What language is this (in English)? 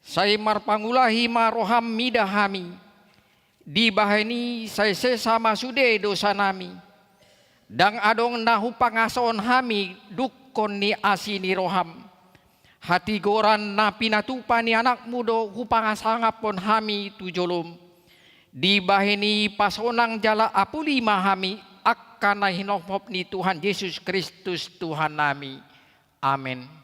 Batak Toba